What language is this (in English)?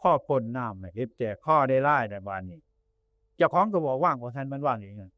Northeastern Thai